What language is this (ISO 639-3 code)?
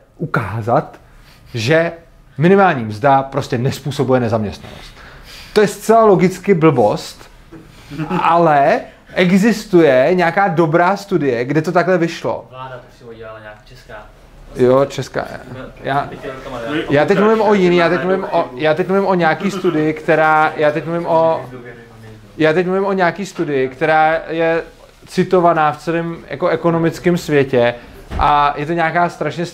ces